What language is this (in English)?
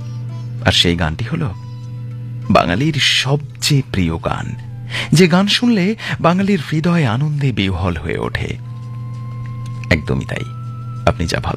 Bangla